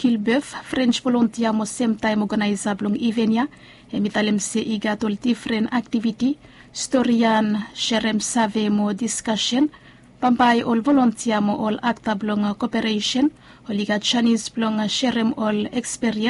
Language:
Bislama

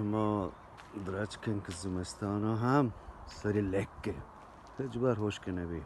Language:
Eastern Balochi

